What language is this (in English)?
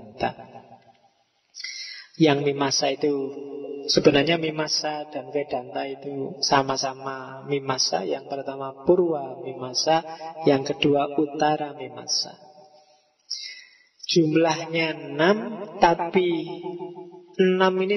Indonesian